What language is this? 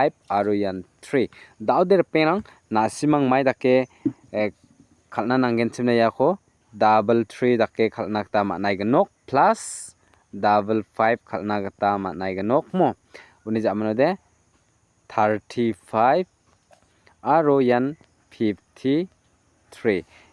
Garo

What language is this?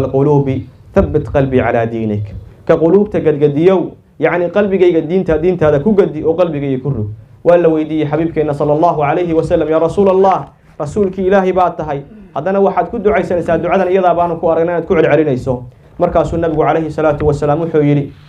Somali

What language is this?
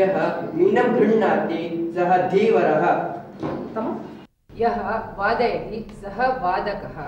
Sanskrit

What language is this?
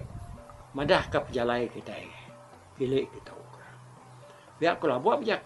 Iban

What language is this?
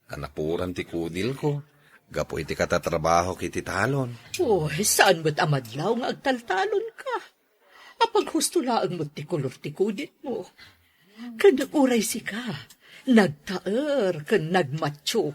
Iloko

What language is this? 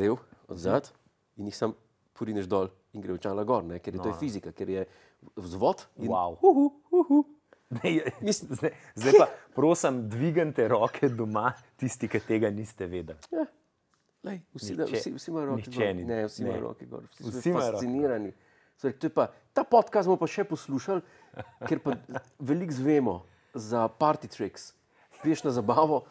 Slovenian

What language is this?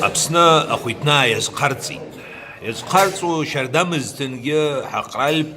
Abkhazian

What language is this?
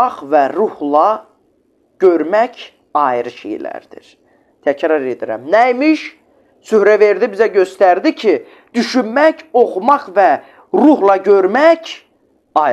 Azerbaijani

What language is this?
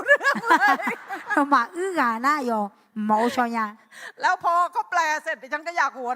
Akha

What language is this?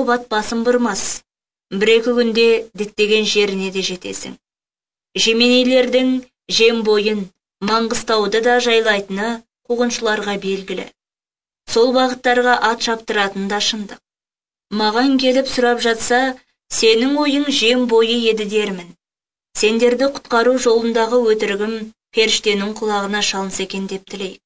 Kazakh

